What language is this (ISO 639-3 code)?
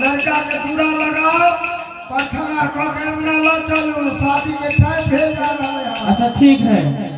mai